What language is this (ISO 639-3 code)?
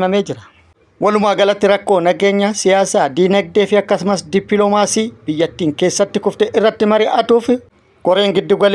orm